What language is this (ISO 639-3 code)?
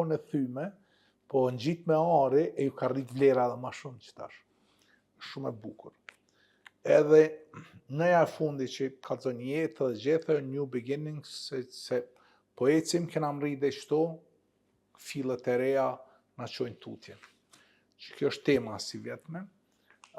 sqi